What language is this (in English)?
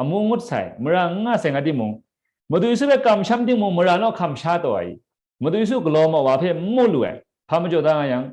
Kachin